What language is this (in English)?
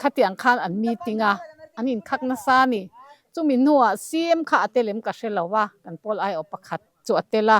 Mizo